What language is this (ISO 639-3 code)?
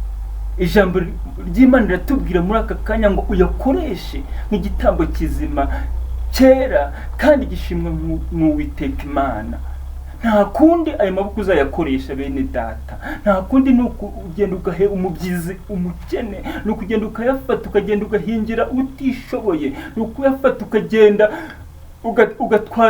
kin